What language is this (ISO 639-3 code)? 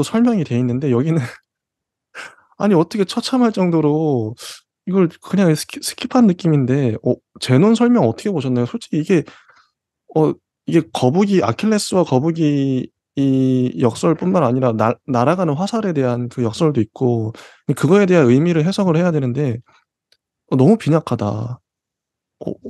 kor